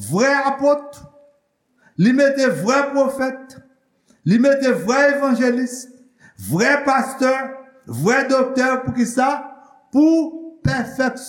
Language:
Haitian Creole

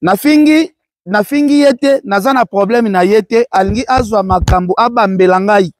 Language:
Lingala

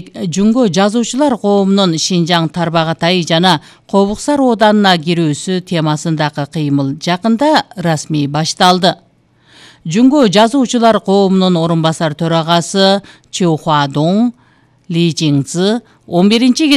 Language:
Kyrgyz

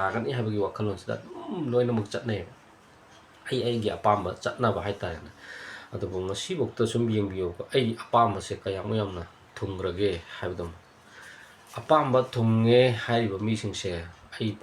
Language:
Manipuri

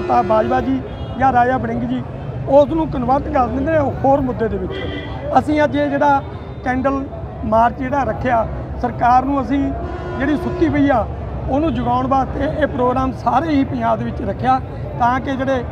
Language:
Punjabi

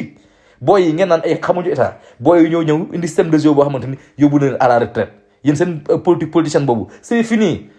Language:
Wolof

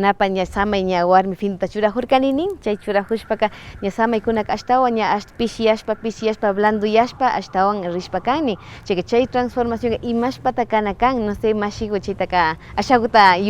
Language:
Imbabura Highland Quichua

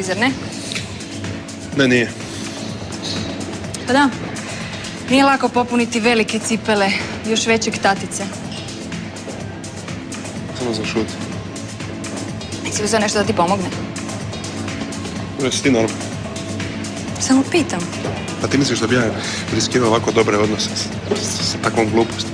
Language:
Croatian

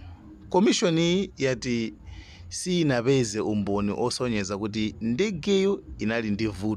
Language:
Nyanja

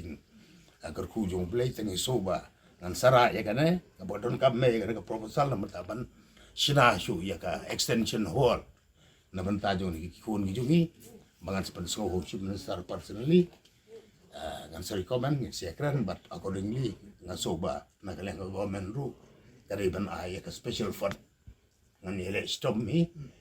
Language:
Khasi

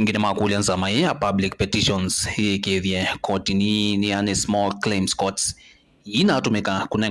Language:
Kamba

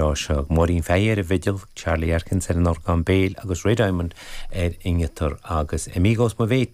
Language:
Irish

